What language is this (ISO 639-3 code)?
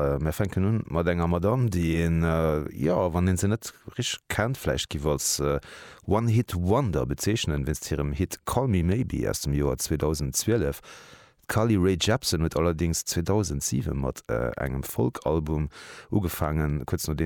ltz